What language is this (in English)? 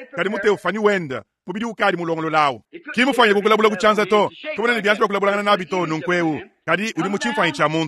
Luba-Lulua